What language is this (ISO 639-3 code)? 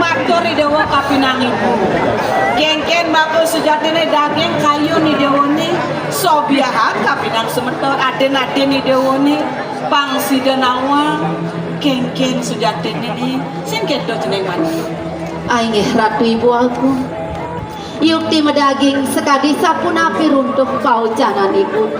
ban